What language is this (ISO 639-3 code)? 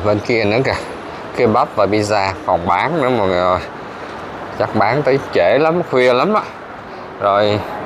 vie